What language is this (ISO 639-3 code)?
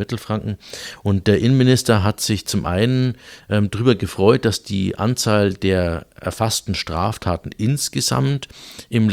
deu